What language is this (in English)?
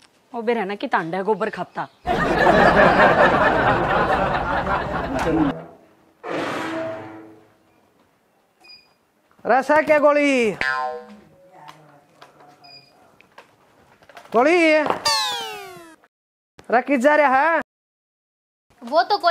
Haryanvi